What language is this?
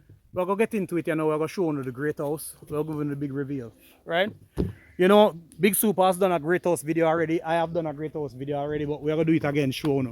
Jamaican Creole English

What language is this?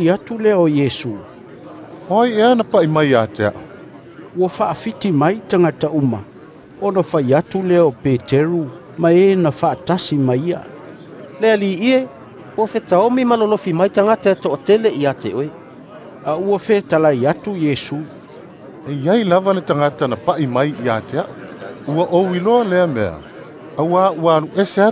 Samoan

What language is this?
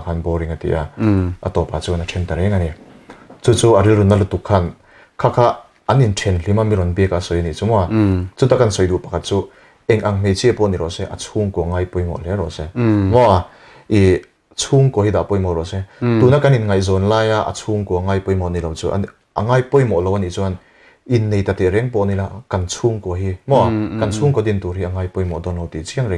Mizo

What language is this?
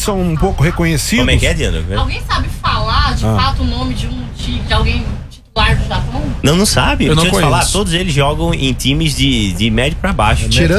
Portuguese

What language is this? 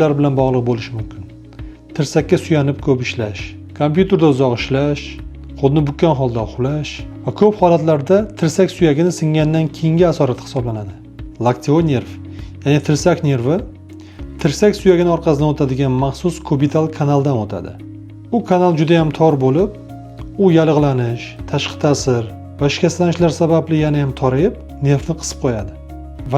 Uzbek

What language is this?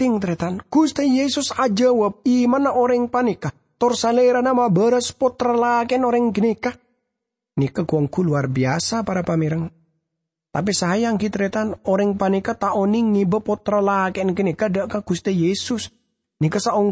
Madurese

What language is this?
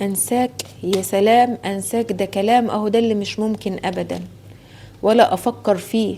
Egyptian Arabic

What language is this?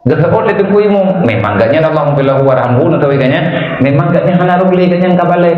Achinese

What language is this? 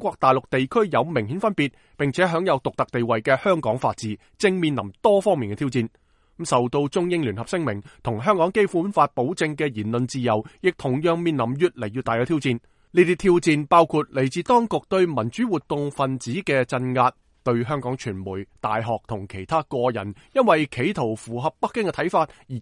Cantonese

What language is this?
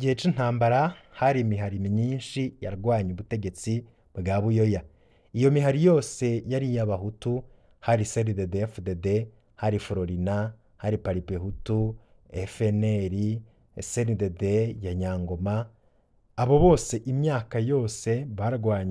Rundi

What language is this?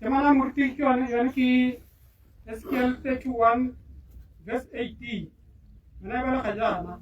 Tswana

